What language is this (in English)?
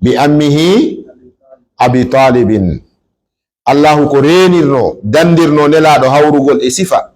Fula